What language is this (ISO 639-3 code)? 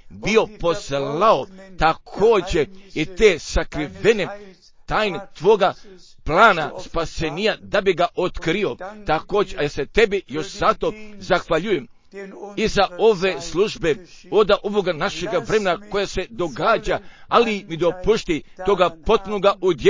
hrv